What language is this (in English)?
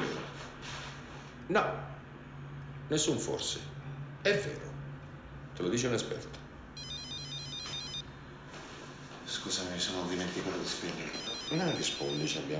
Italian